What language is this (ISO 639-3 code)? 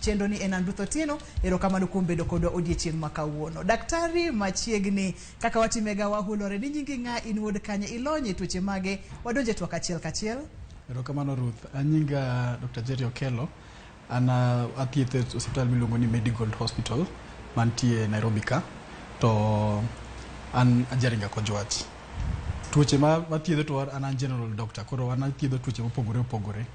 luo